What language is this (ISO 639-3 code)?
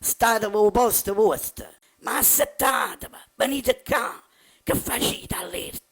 nap